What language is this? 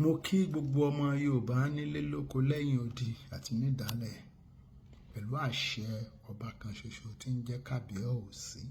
Yoruba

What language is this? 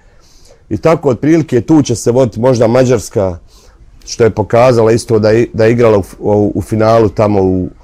Bosnian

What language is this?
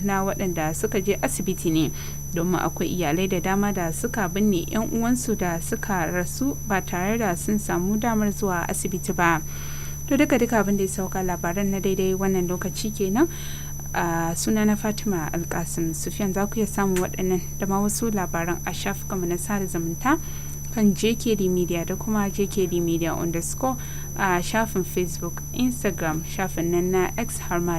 Hausa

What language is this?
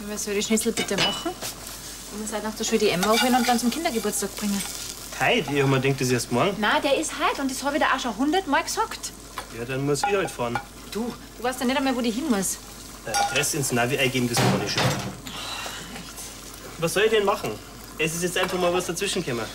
Bavarian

